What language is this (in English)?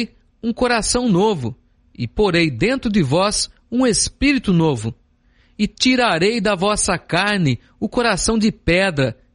Portuguese